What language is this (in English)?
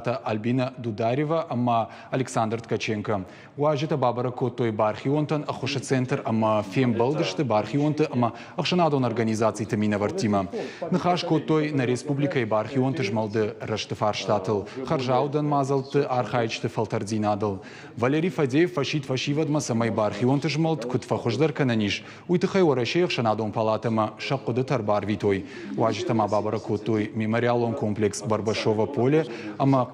Ossetic